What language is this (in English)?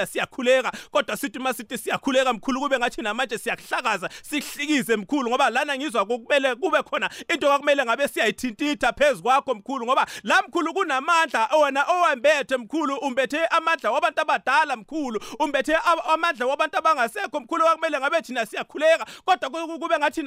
South Ndebele